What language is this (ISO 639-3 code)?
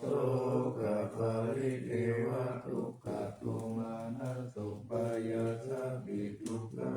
pli